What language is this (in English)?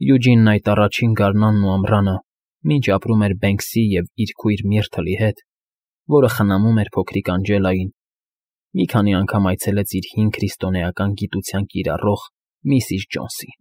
Armenian